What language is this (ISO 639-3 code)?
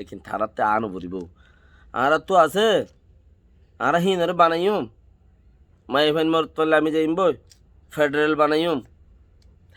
rhg